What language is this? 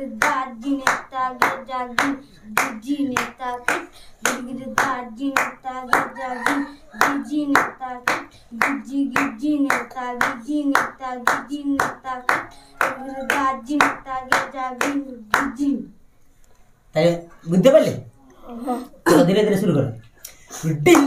Bangla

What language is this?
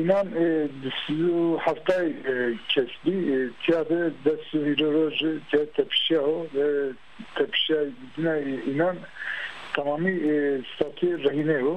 Zaza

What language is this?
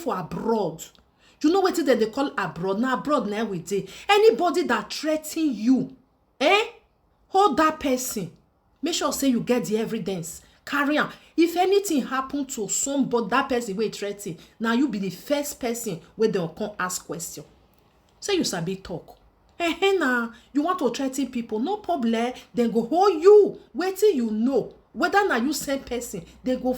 Nigerian Pidgin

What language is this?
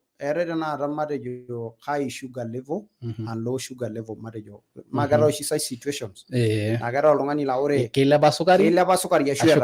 Masai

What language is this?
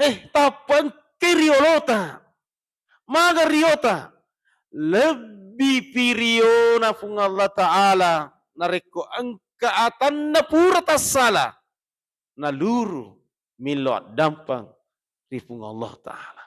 Buginese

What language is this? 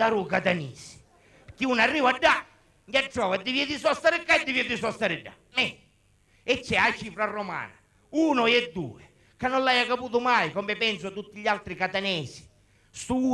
Sicilian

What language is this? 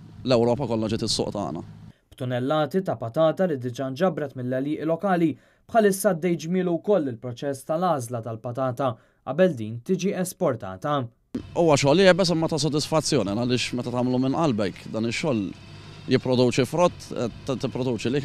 Maltese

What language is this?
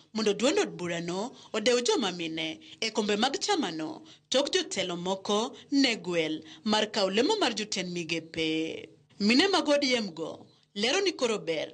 Luo (Kenya and Tanzania)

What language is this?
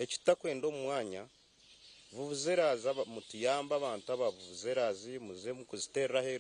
Nyankole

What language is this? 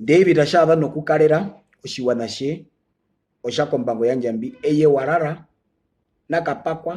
Herero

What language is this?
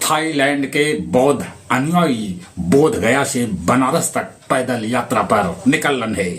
Magahi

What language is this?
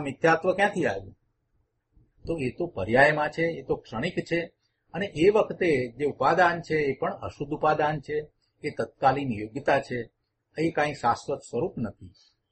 Gujarati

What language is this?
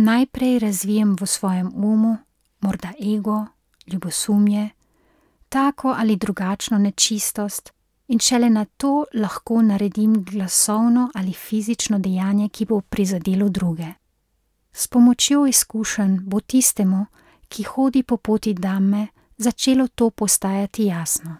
Slovenian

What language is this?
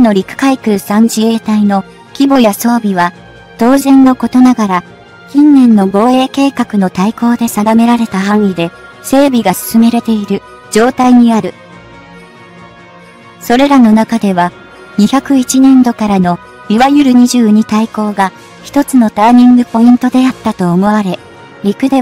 Japanese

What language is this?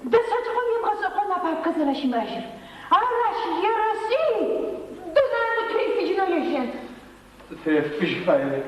Adyghe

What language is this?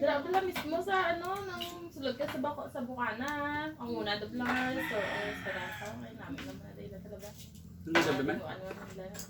Hiligaynon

